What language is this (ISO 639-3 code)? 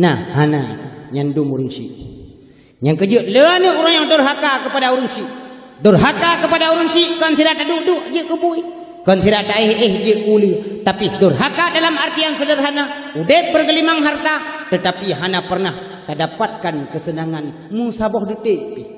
ace